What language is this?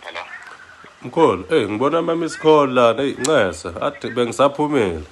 Zulu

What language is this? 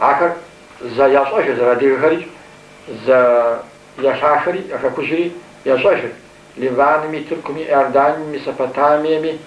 Kabardian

